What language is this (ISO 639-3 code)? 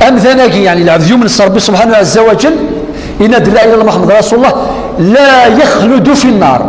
kab